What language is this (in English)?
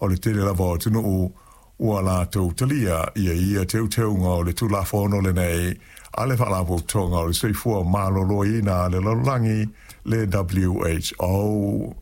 Samoan